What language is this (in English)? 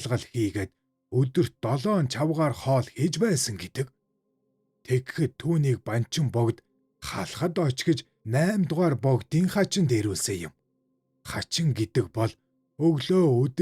Mongolian